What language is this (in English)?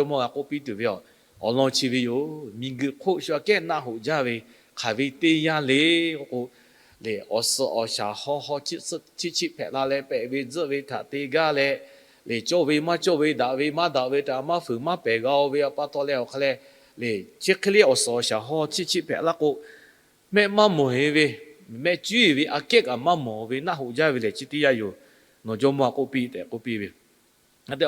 Lahu